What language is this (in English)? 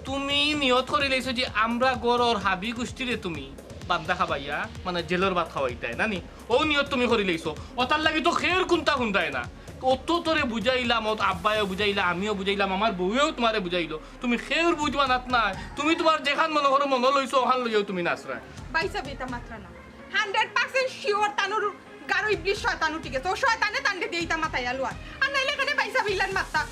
Sylheti